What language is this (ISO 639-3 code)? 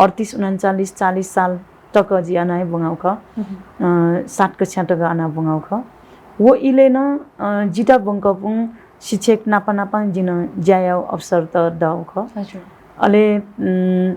new